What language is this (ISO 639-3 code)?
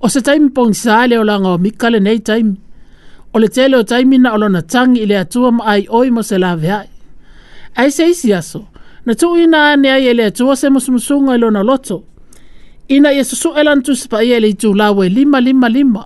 smo